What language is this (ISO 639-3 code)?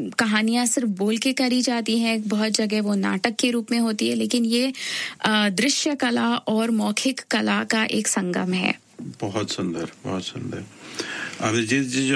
hin